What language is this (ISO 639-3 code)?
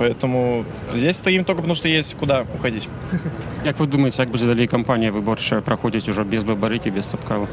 bel